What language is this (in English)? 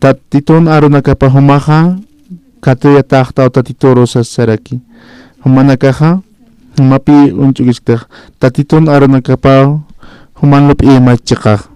Aymara